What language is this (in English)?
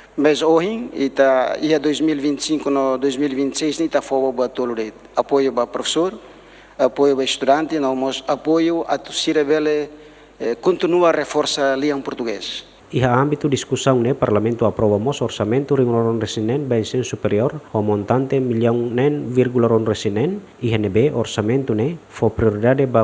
Tetum